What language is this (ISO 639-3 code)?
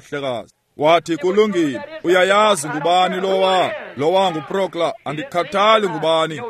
xho